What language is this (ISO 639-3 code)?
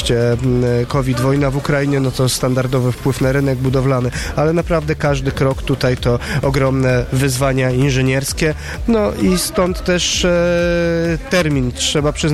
pol